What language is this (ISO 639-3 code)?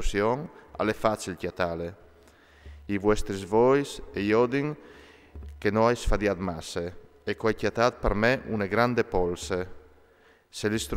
fur